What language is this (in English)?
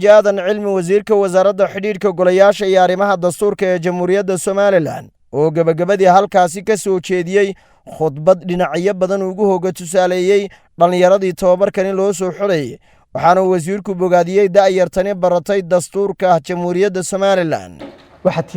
Somali